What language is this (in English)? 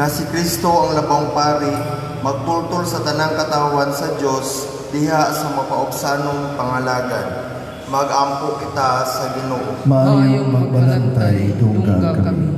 Cebuano